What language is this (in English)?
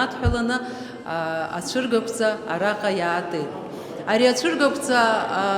Abkhazian